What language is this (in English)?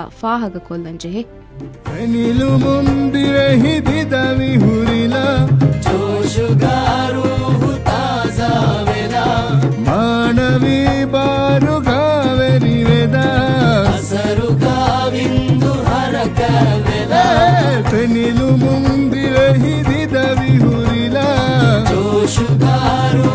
Divehi